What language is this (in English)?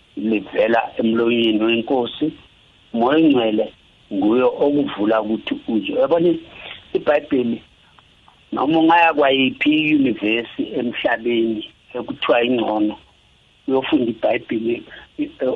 South Ndebele